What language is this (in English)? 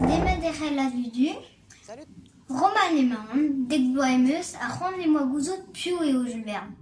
Breton